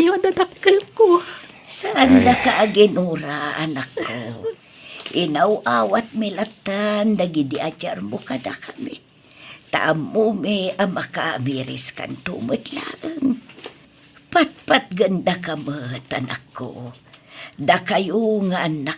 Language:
Iloko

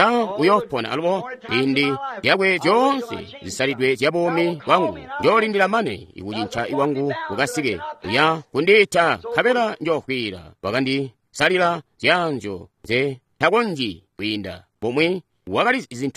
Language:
Tonga (Zambia)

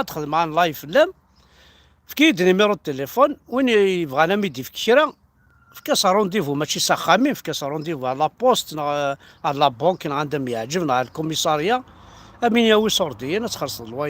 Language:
Kabyle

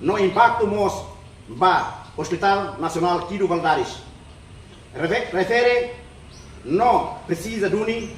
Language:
Tetum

